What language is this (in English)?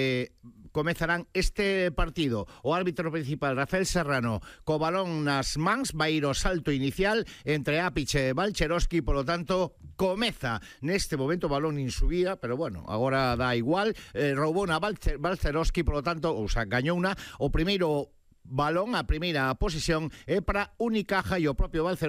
Galician